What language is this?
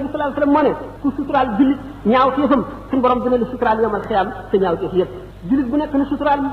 Wolof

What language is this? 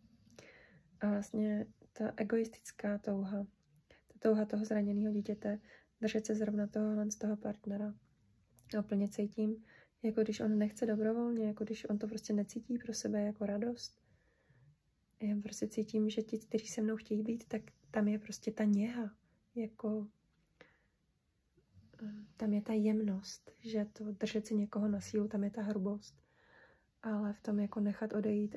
Czech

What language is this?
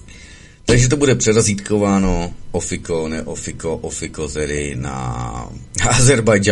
Czech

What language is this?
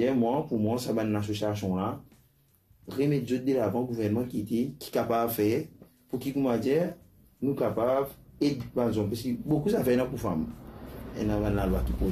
Morisyen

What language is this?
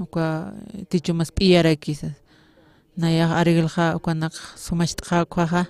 Aymara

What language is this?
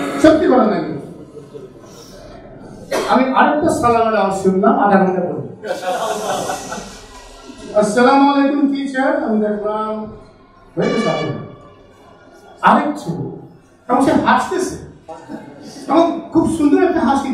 Bangla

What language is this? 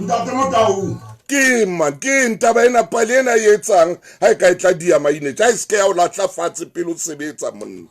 Southern Sotho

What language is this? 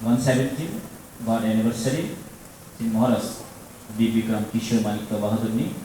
Kok Borok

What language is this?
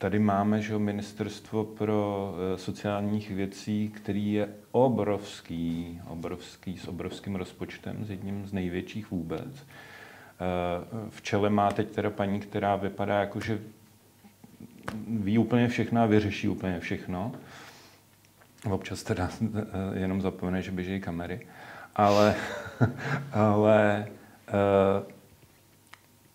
Czech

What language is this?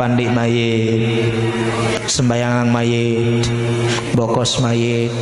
Sasak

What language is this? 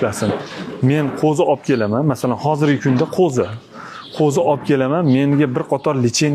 Uzbek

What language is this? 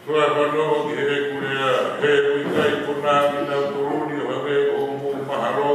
Tongan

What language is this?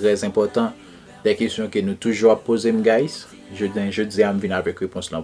Haitian Creole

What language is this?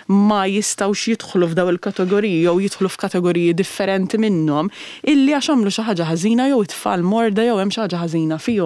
Maltese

